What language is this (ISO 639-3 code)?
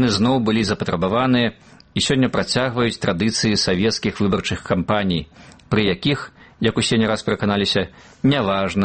bel